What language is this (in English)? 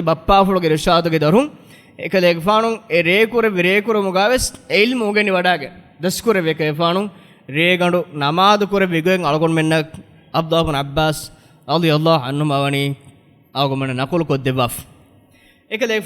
Divehi